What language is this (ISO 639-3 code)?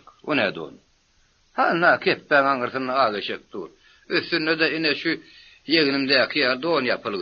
tuk